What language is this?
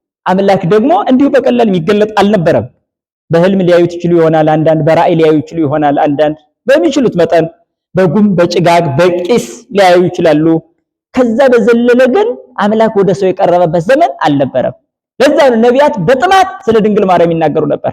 Amharic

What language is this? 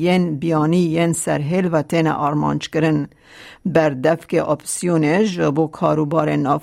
Kurdish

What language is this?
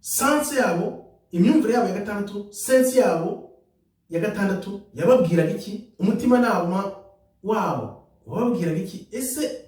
Kinyarwanda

